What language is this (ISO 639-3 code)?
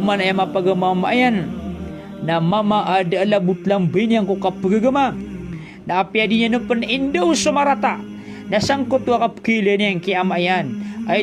mrw